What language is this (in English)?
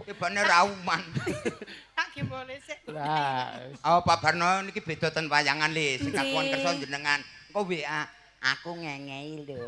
Javanese